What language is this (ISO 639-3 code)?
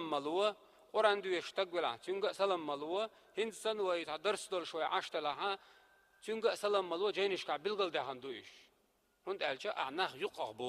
che